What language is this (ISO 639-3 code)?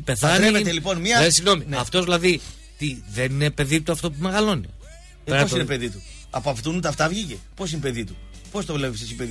ell